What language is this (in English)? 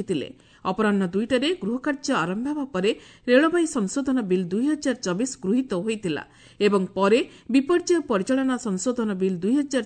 Odia